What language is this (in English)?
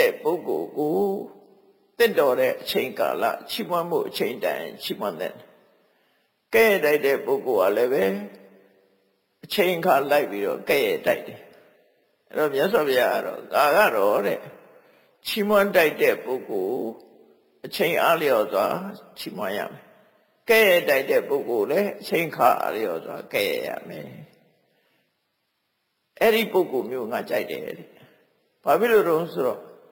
Burmese